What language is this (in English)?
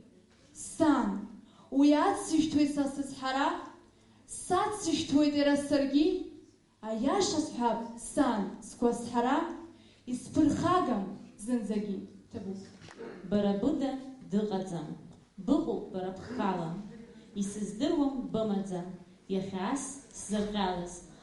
Abkhazian